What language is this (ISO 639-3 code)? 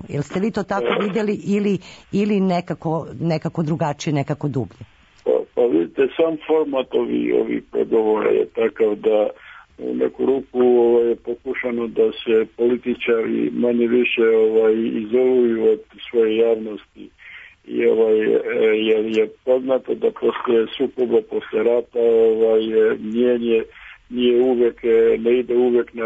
srp